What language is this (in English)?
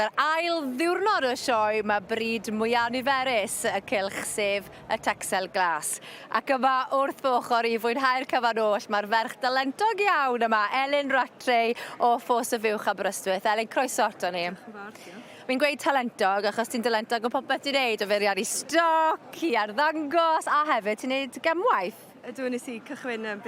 Welsh